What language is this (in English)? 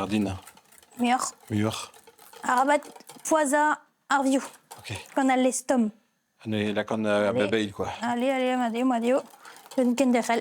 Breton